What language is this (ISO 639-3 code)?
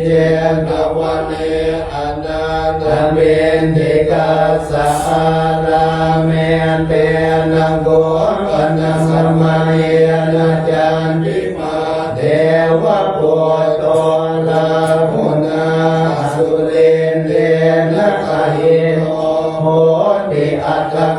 pli